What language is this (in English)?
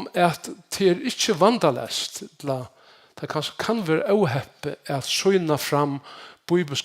Faroese